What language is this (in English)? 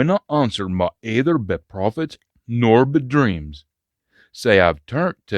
Scots